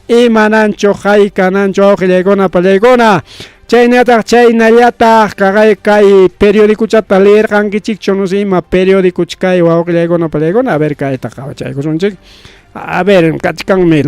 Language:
Ayacucho Quechua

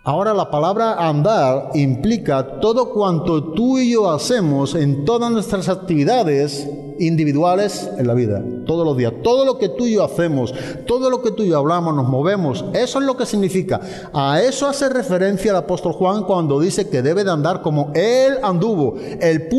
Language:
Spanish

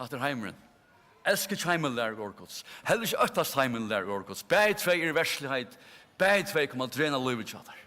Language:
Faroese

